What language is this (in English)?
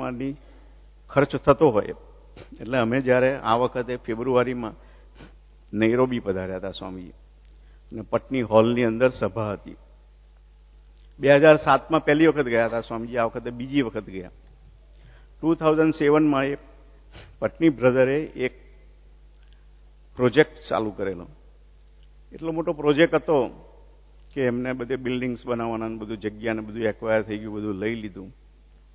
Gujarati